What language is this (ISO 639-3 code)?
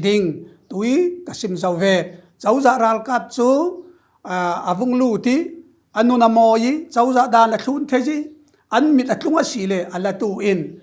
cfm